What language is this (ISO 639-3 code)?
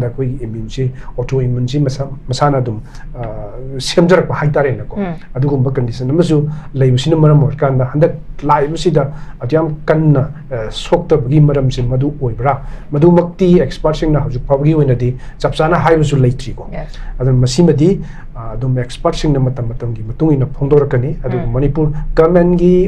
mni